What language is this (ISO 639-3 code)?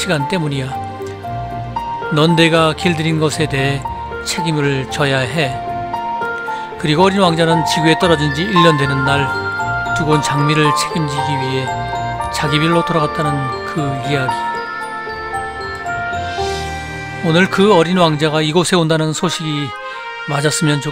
kor